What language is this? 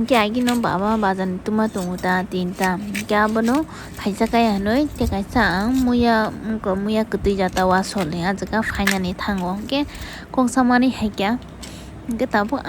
Kok Borok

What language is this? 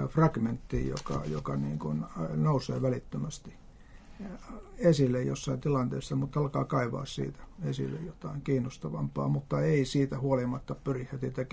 Finnish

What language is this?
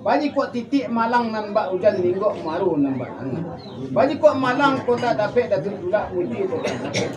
Minangkabau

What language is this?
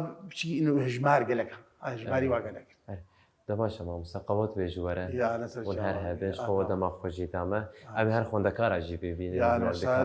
Kurdish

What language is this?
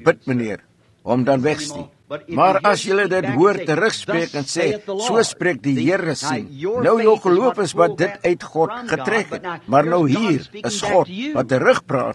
Afrikaans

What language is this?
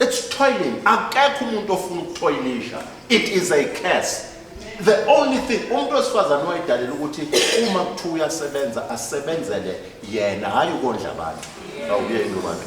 Zulu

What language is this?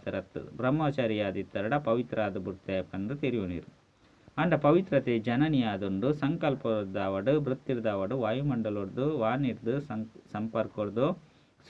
Tulu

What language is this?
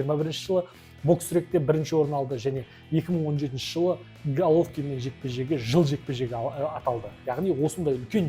Kazakh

